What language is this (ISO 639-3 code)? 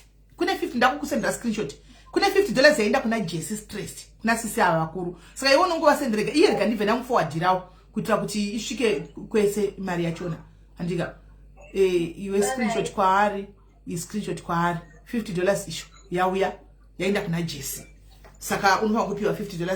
sna